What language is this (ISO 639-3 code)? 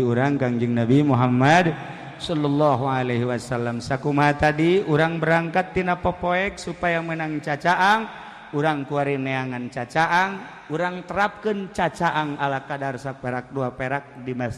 sun